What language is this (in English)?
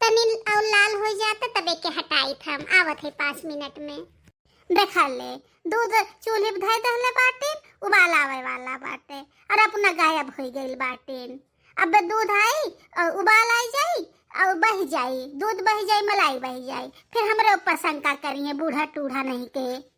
Bhojpuri